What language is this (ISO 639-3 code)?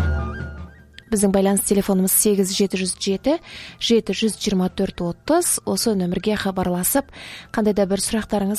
kaz